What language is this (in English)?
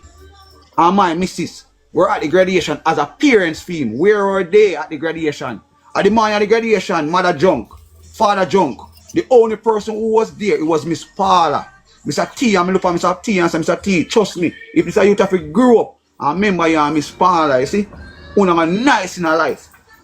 Jamaican Creole English